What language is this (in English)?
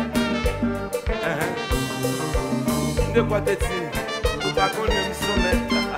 French